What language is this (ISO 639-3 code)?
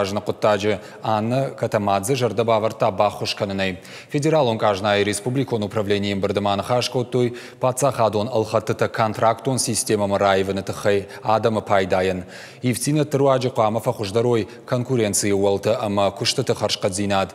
oss